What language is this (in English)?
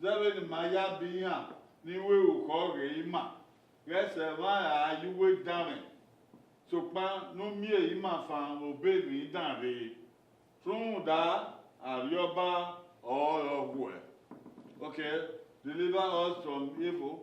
Bini